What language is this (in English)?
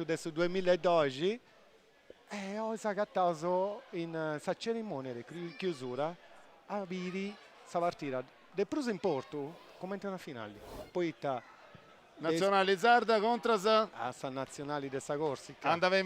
Sardinian